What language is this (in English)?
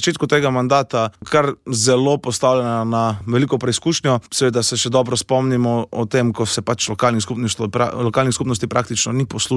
Slovenian